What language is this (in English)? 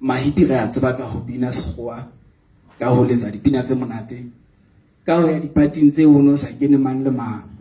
Southern Sotho